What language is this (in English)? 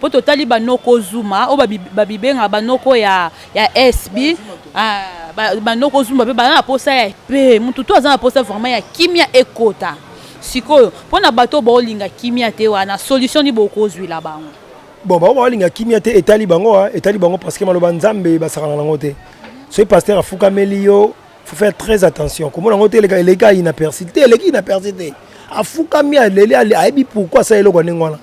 Lingala